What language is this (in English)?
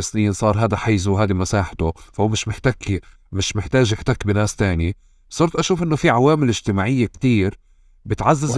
North Levantine Arabic